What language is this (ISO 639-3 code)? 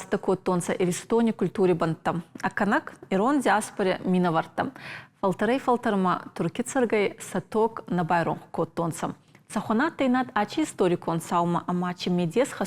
oss